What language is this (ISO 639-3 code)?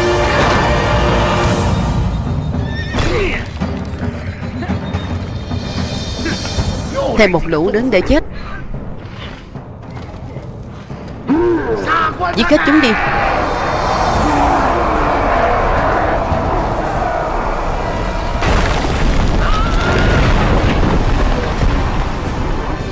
vie